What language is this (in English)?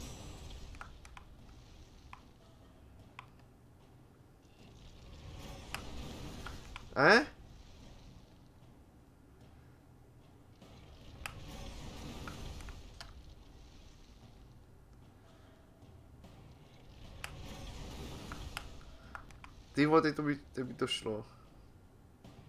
Czech